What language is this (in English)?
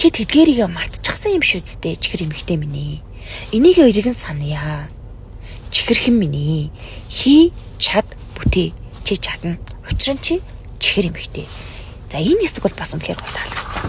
Mongolian